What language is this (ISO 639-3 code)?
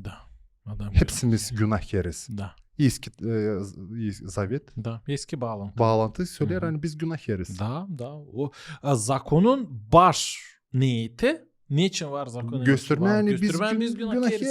gag